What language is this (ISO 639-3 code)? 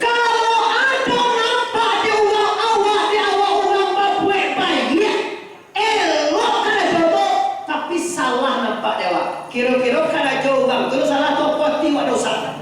min